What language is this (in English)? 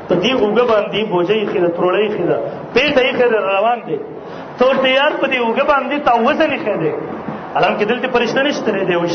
Pashto